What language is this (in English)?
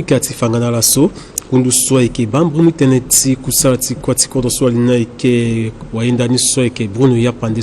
Sango